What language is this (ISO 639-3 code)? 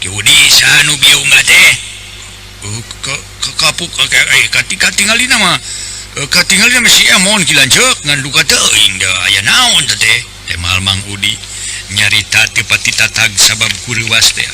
sun